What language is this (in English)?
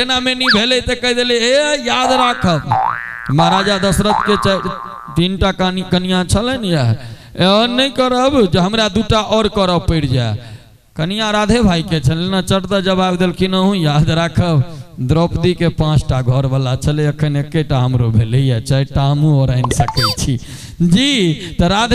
Maithili